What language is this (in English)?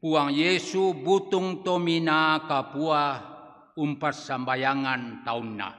Toraja-Sa'dan